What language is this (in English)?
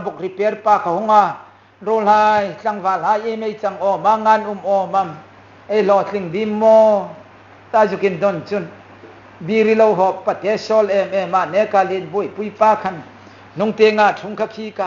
Hmar